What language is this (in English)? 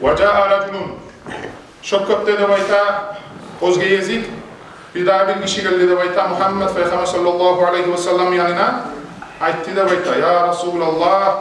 Kumyk